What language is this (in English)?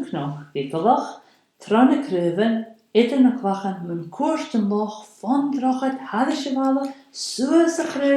Scottish Gaelic